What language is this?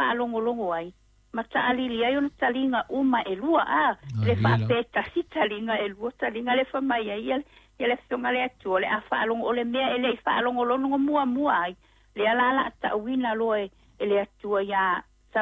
Samoan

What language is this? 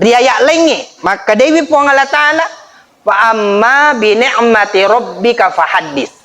Buginese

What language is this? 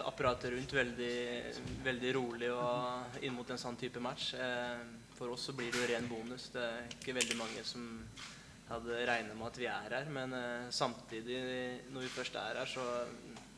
Norwegian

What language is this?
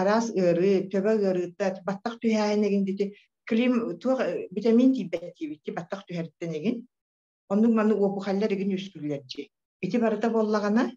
Yakut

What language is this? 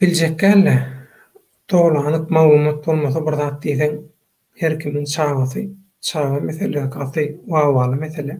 Turkmen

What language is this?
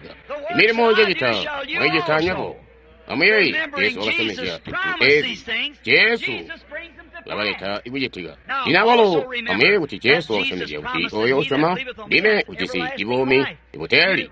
Tonga (Zambia)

